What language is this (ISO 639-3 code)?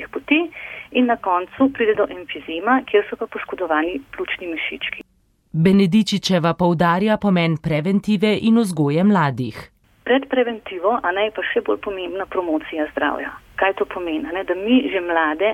slv